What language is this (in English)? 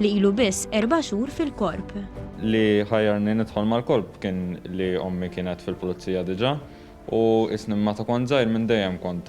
Maltese